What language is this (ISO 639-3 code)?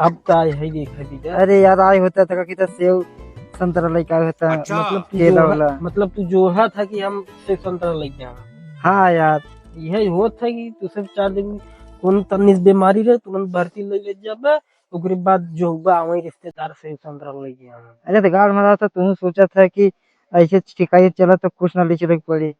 awa